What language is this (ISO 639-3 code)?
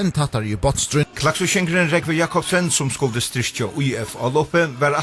fao